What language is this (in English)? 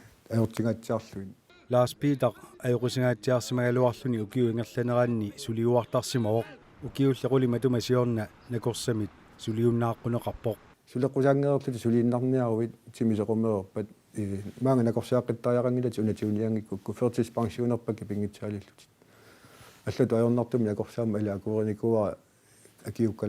Kalaallisut